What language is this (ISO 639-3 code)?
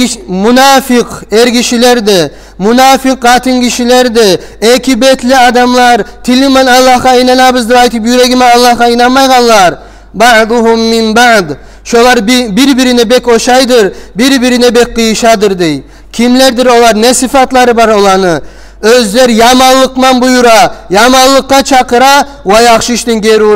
kum